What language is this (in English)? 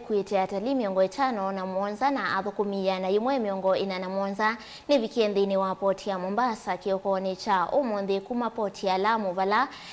Kamba